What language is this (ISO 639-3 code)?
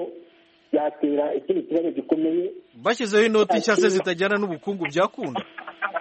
kin